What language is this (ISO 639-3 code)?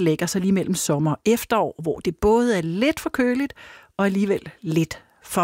dan